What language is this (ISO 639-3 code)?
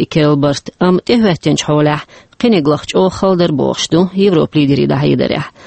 che